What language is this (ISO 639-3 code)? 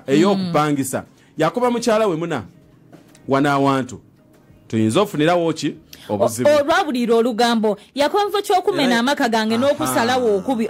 xog